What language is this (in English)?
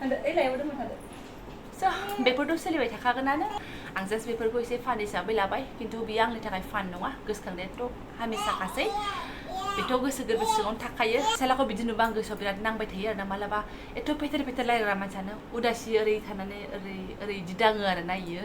Bodo